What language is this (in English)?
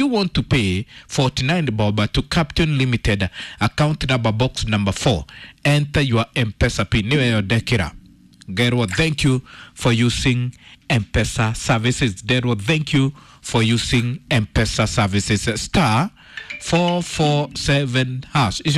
Kikuyu